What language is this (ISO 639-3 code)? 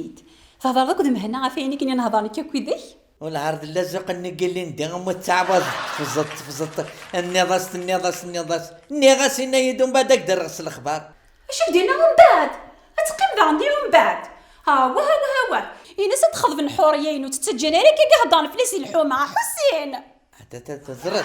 kab